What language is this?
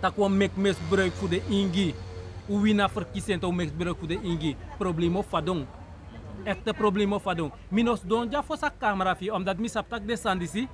Sranan Tongo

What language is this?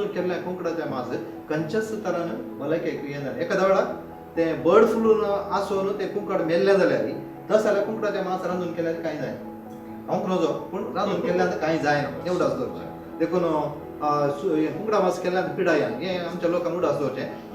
Konkani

